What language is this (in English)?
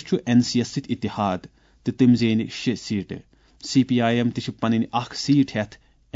Kashmiri